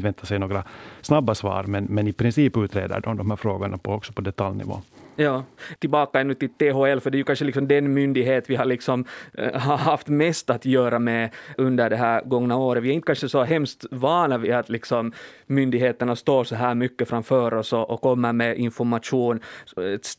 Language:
Swedish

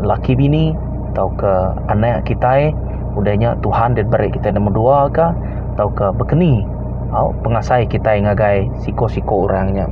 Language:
Iban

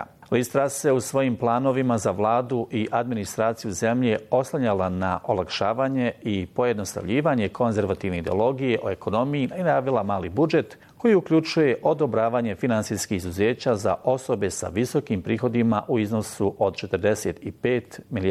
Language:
Bosnian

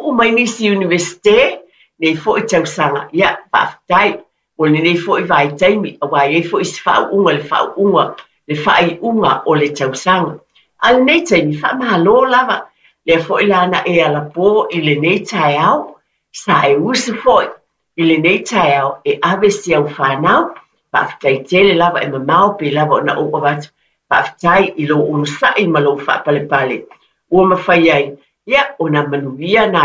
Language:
Samoan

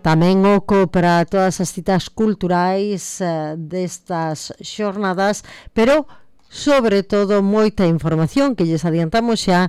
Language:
Galician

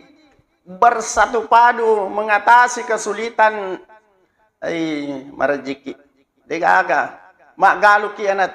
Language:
Buginese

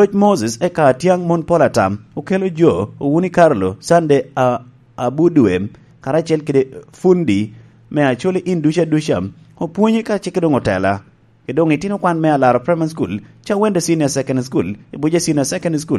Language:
Lango (Uganda)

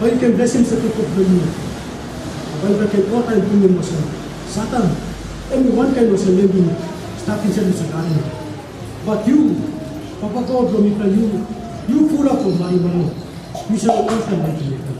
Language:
Tok Pisin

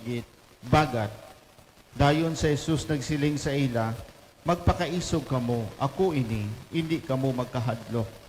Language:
Hiligaynon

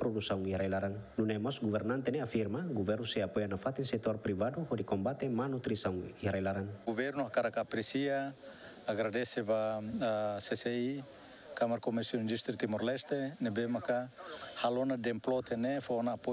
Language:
Tetum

